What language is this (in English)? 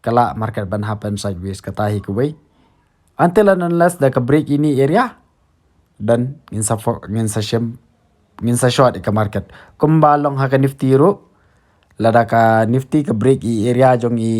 Khasi